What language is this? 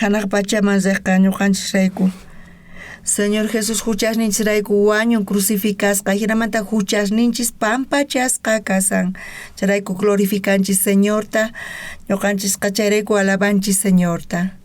South Bolivian Quechua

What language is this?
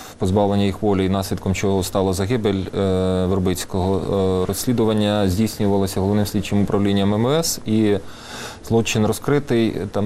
Ukrainian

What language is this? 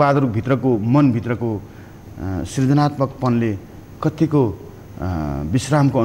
Nepali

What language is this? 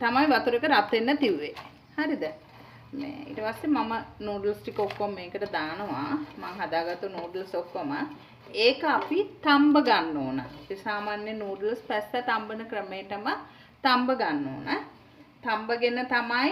Sinhala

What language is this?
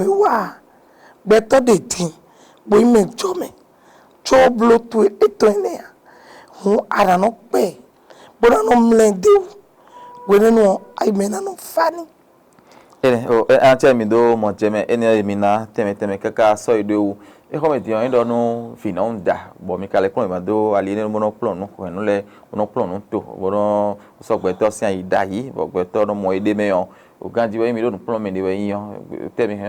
Fon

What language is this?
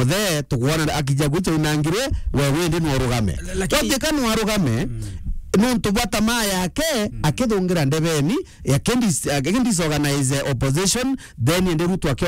Meru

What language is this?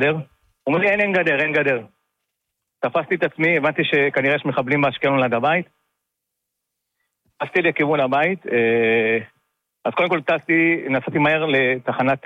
Hebrew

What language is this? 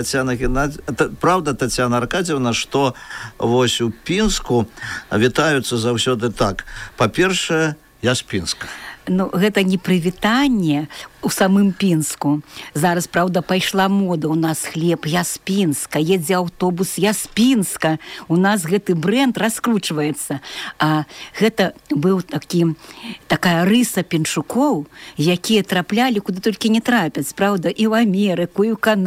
Belarusian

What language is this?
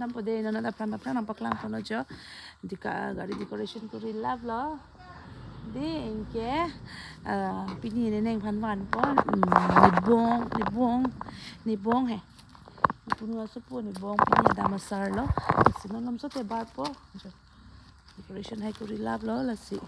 Karbi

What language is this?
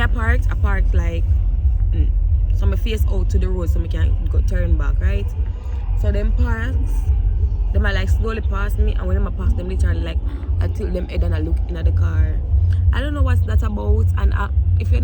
Jamaican Creole English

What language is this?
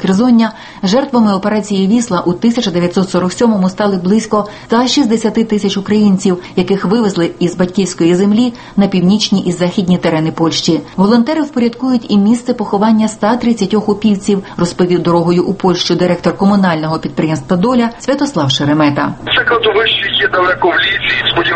Ukrainian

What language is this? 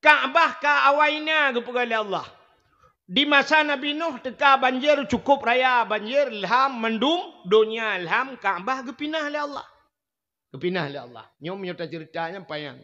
Achinese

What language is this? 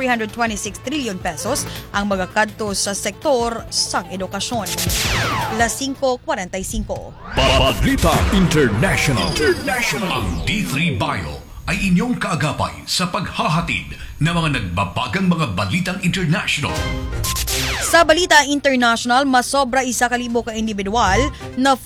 Hiligaynon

